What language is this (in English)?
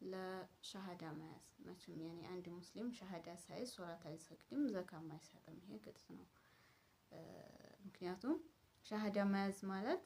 Amharic